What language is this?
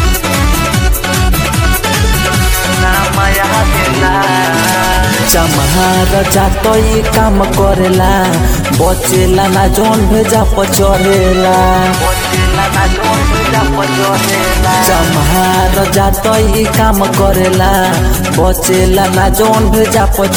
Bhojpuri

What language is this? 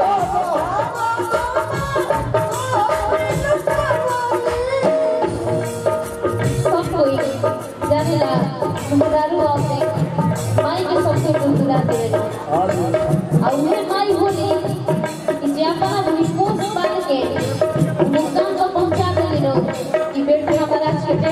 Bhojpuri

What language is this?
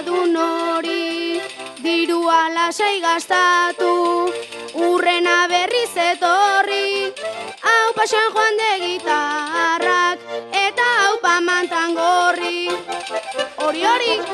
Basque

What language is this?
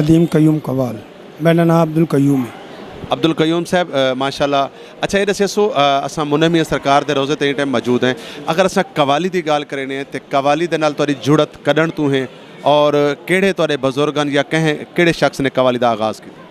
Western Panjabi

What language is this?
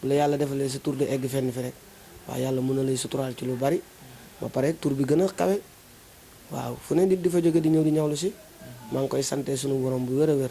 Wolof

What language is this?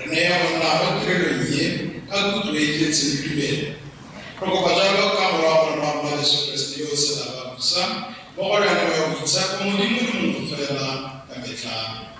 Tswana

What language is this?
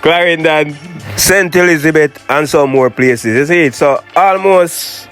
Jamaican Creole English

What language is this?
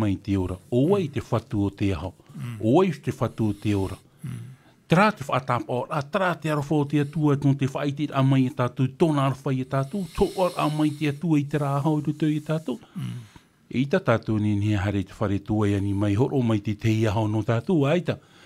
Tahitian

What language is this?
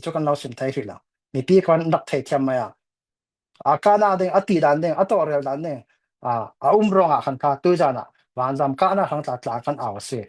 Falam Chin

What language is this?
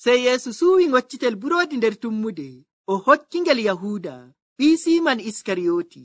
Nigerian Fulfulde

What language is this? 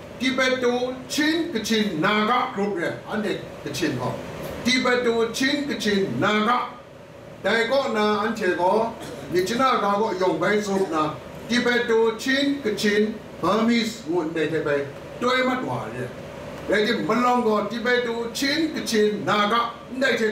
Kachin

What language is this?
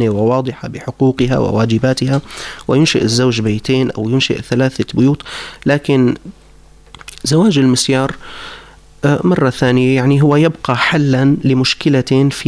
Arabic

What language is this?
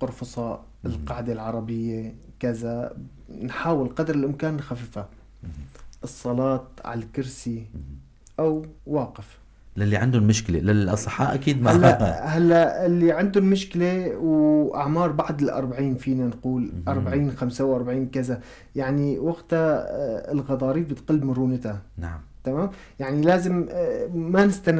North Levantine Arabic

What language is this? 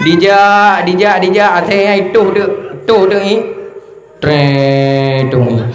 Achinese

